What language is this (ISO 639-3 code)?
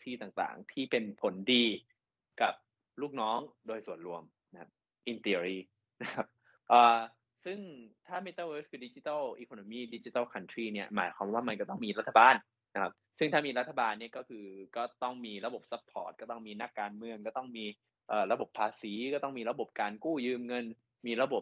tha